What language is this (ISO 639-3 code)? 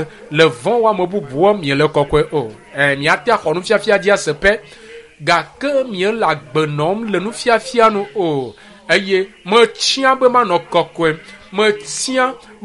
ewe